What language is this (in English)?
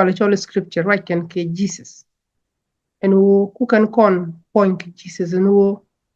Nuer